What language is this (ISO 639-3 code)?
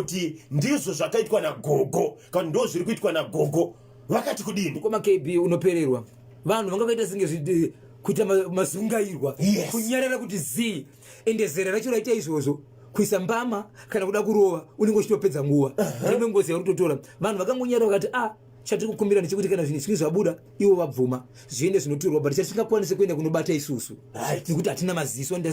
sna